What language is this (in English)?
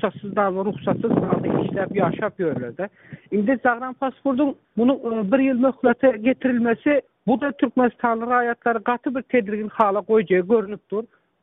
Turkmen